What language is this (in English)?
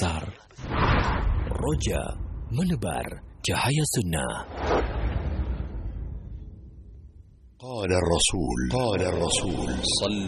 Indonesian